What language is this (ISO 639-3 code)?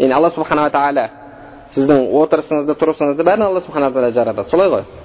kaz